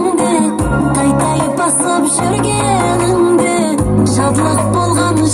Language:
Kara-Kalpak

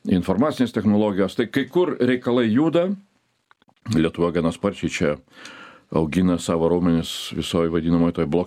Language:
Lithuanian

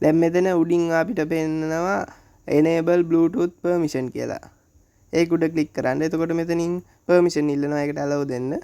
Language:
Sinhala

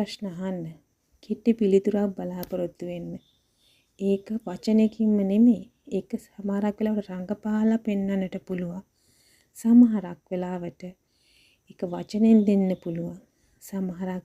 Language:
Sinhala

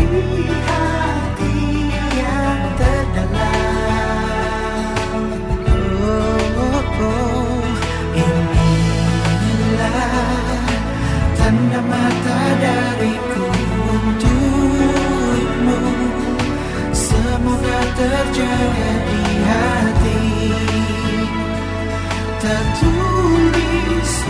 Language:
Indonesian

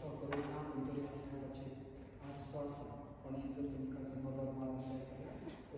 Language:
Konkani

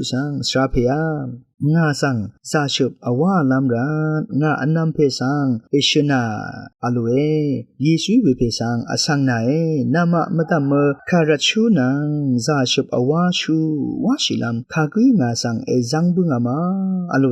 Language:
Rawang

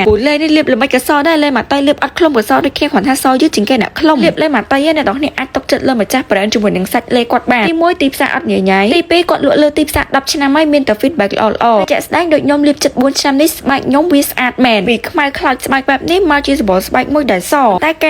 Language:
Khmer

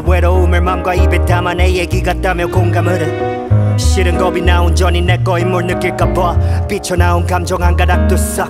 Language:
Korean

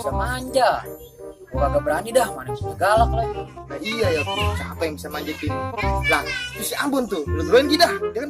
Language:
Betawi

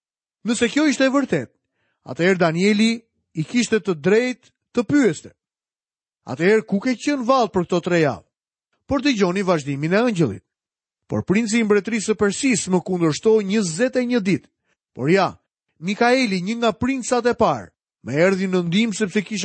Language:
Albanian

